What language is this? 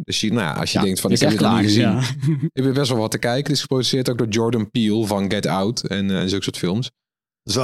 Dutch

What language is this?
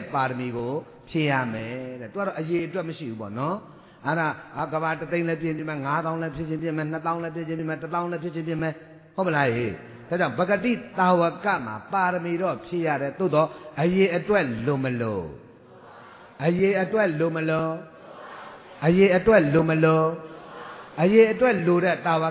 Burmese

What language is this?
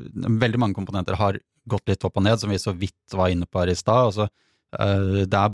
Norwegian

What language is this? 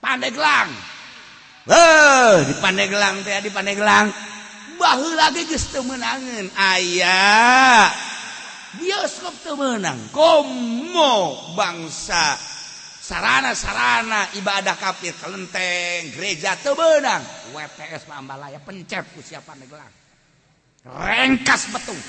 Sundanese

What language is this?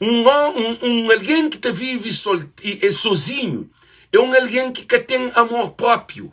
Kabuverdianu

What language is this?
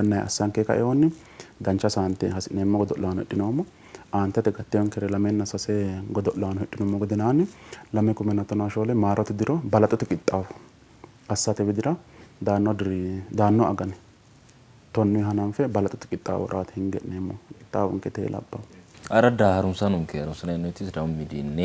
Sidamo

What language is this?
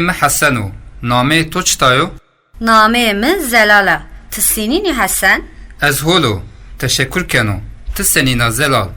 Zaza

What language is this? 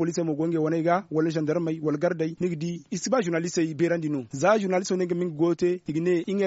Zarma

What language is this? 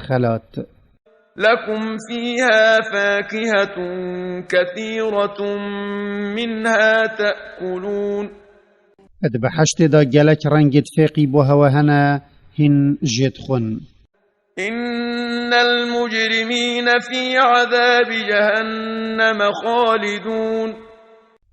Kurdish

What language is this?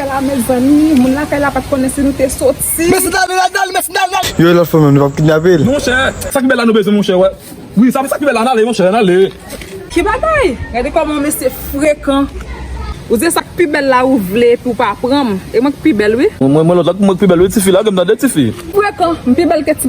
Haitian Creole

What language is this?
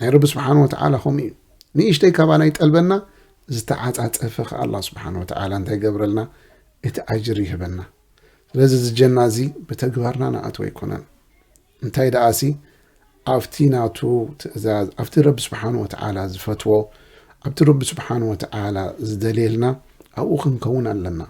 Tigrinya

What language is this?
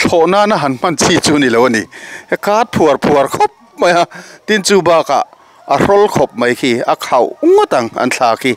Mizo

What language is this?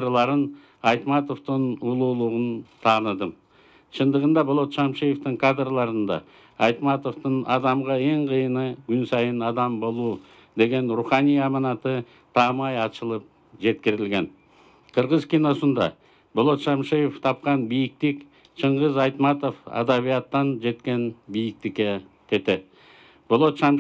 Kyrgyz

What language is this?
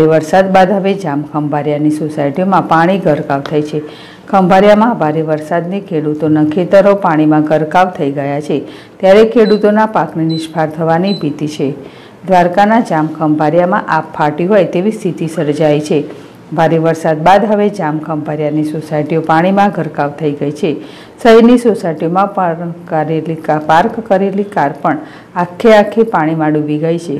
Gujarati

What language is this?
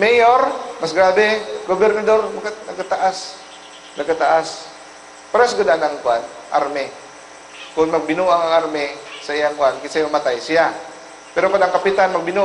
Cebuano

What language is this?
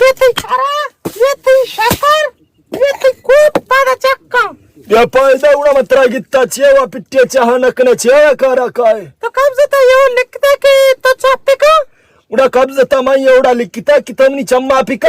Baluchi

